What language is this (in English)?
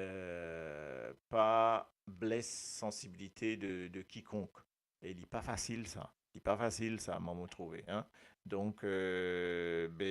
Morisyen